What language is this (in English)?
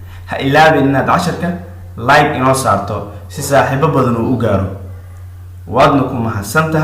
Somali